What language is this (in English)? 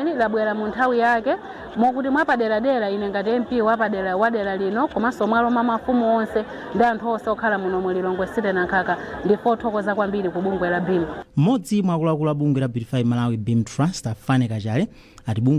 Nyanja